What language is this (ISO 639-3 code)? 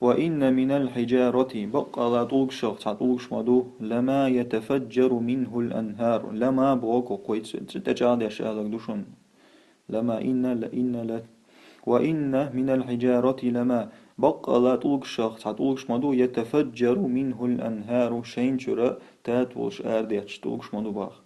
che